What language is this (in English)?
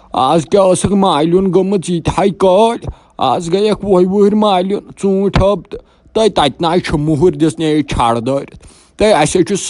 Kashmiri